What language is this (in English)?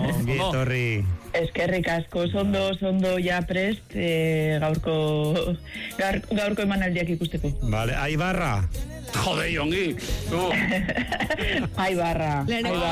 Basque